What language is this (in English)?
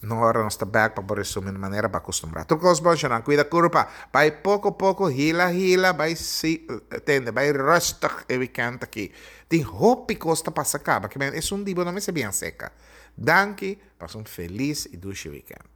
Papiamento